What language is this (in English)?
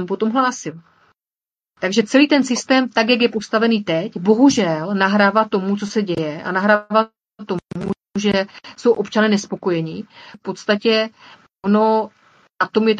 Czech